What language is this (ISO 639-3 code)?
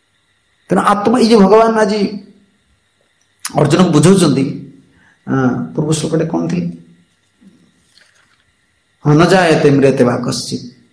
ori